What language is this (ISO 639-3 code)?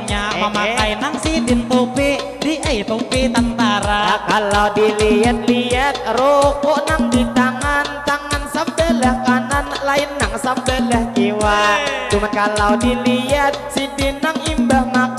bjn